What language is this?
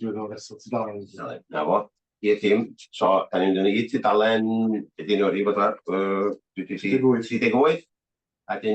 Welsh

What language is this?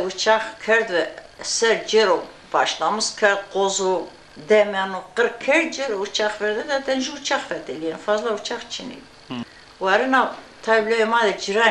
Zaza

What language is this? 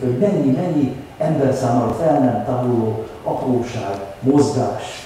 Hungarian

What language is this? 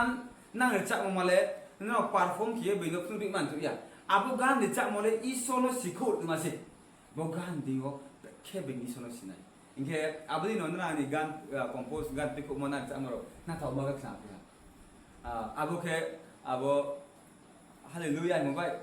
Riang (India)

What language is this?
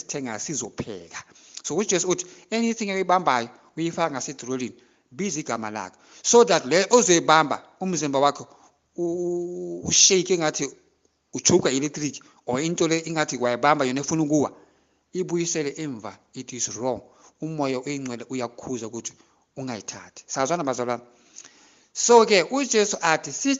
Zulu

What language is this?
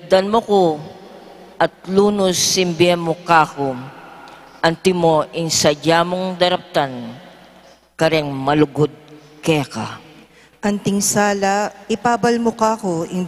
Pampanga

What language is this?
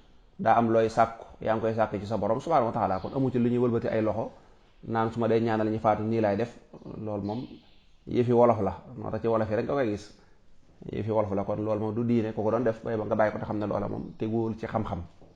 Wolof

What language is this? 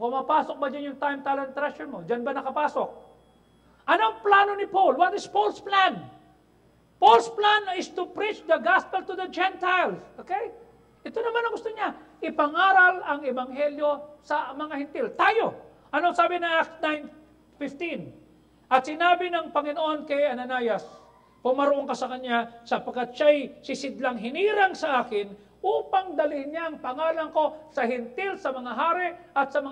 Filipino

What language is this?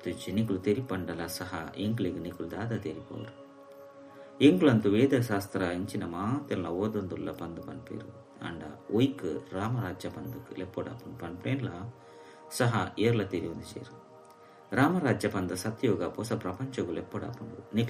Tulu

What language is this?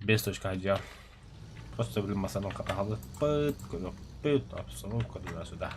Yakut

